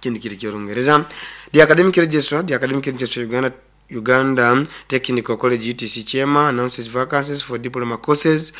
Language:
Nyoro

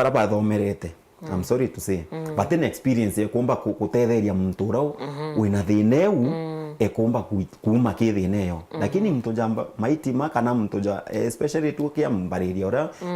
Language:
Meru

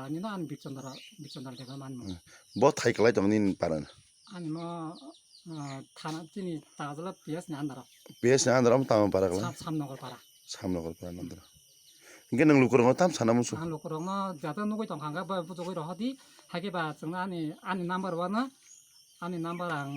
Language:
Kok Borok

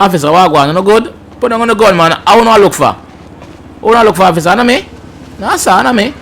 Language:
Jamaican Creole English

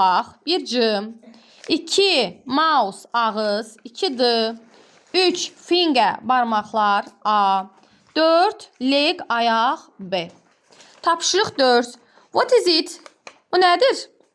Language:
Azerbaijani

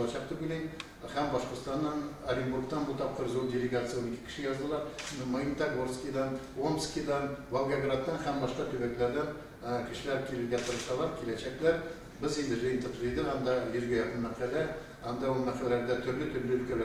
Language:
Tatar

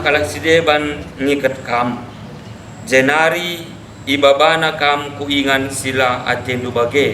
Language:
Batak Karo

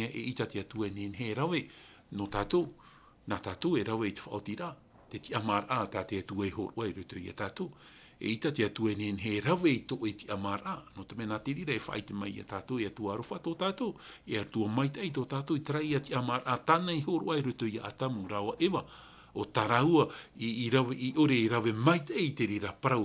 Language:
Tahitian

